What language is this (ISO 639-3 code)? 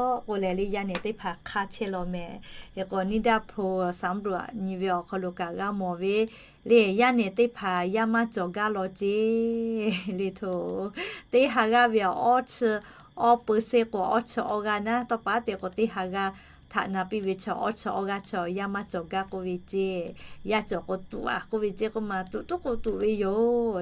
lhu